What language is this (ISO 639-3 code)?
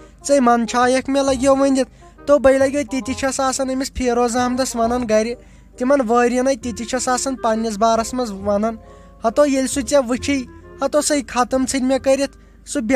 kas